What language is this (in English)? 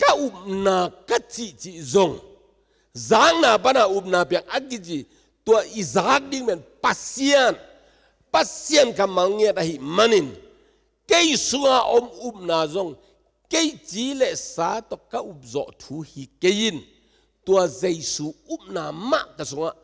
Tedim Chin